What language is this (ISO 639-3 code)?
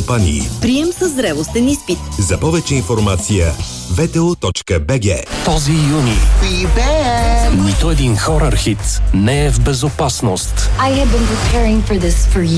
bul